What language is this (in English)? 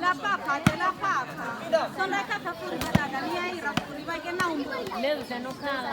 Nias